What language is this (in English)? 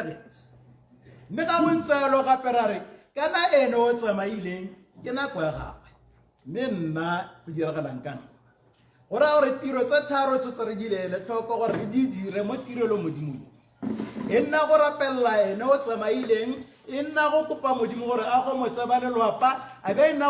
Tswana